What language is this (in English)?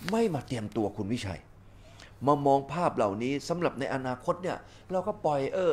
Thai